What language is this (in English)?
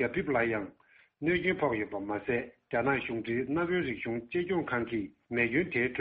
Tibetan